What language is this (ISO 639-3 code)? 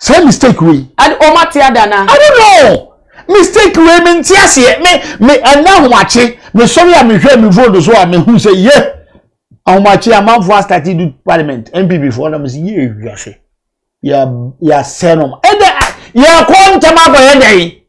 aka